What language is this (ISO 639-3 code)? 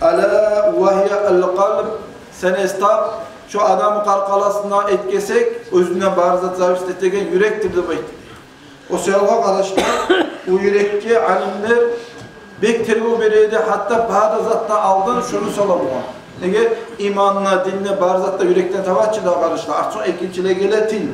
kum